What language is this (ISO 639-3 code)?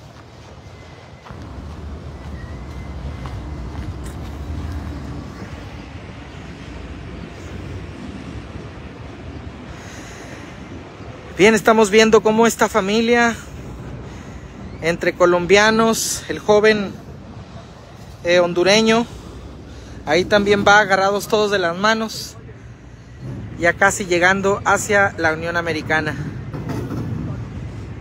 spa